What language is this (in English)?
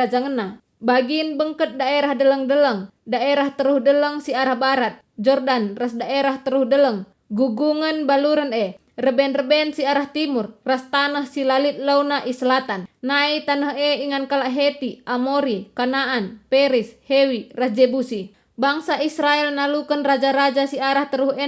Batak Karo